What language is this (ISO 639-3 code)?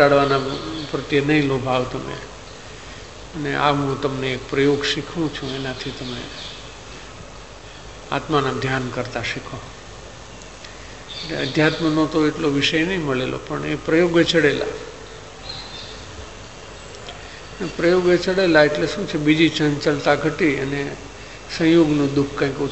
guj